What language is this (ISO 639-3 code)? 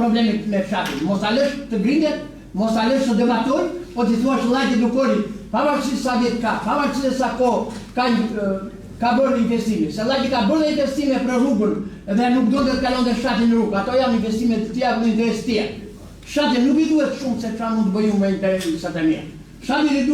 sqi